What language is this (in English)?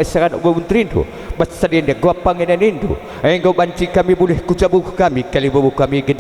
Batak Karo